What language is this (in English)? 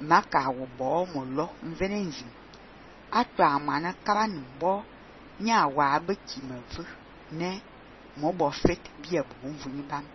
Fang